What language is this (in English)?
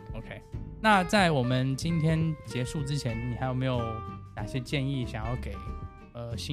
Chinese